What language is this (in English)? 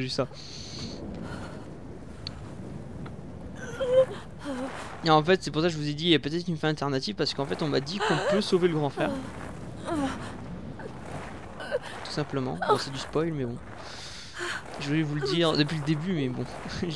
French